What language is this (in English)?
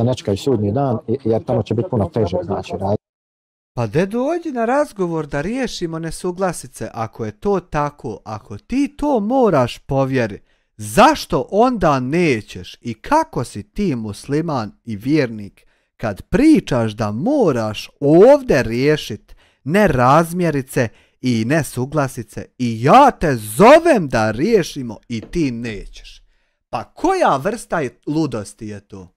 Bosnian